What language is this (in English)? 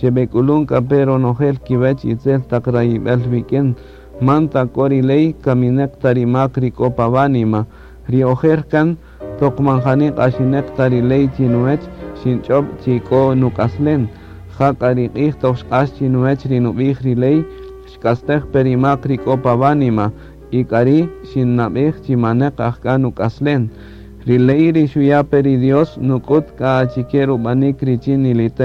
Kaqchikel